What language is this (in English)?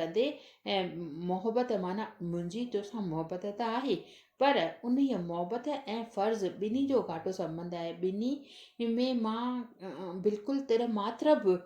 Sindhi